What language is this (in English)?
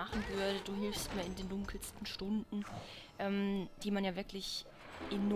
German